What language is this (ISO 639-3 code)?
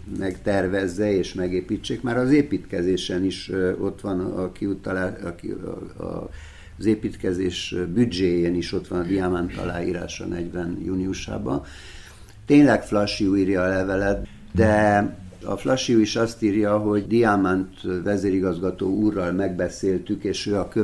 hun